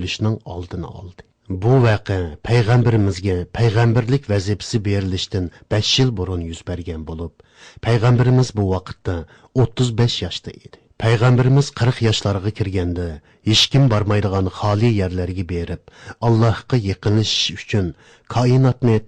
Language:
Uyghur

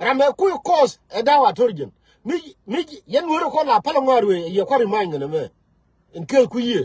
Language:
Nuer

